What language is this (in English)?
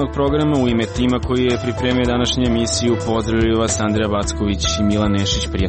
Serbian